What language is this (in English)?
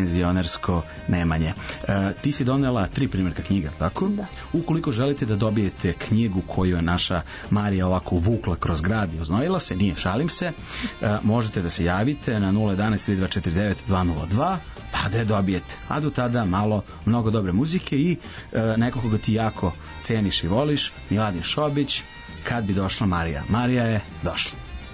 Serbian